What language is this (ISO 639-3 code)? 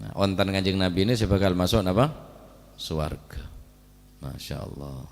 mad